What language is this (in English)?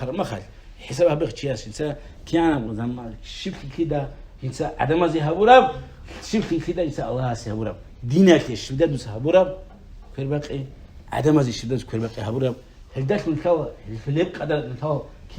Avaric